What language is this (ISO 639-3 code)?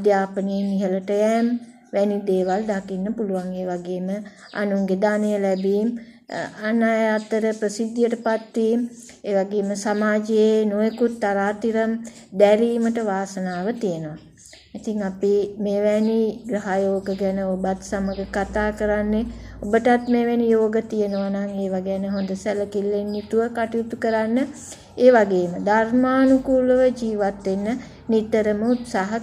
sin